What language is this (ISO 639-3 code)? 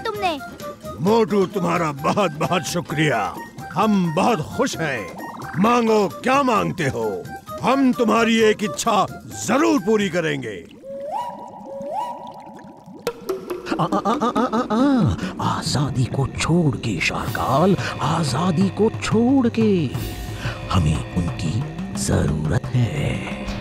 hin